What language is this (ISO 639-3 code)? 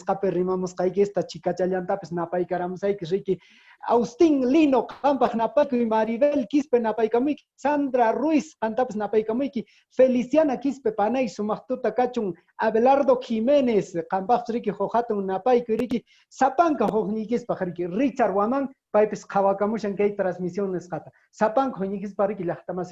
que